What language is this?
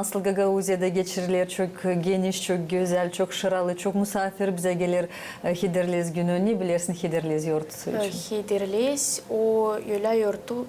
Gagauz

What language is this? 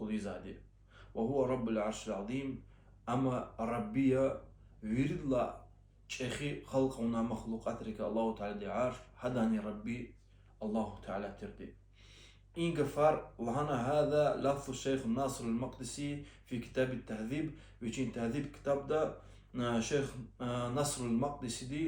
Lezghian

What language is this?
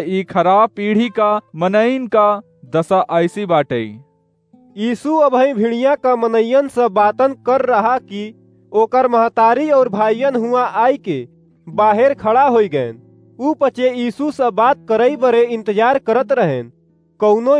Awadhi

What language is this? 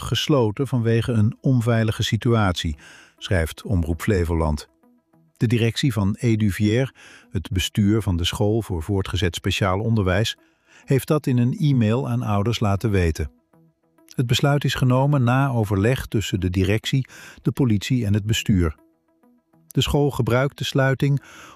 Dutch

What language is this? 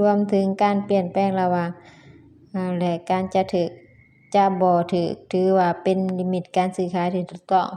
Lao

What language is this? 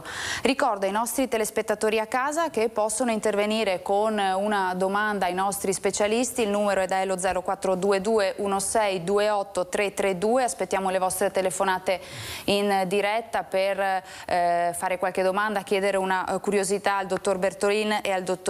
Italian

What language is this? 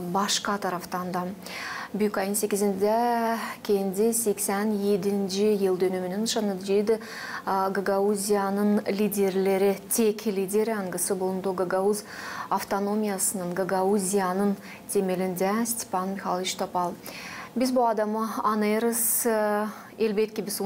Gagauz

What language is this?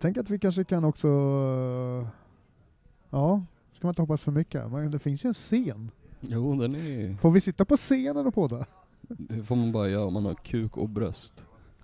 Swedish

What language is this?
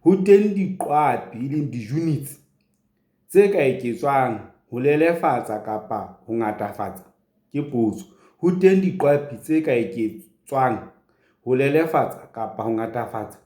Southern Sotho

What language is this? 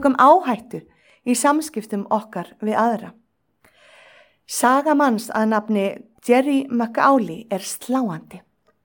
Icelandic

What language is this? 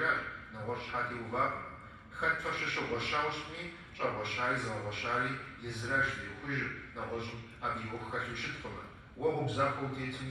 Kabardian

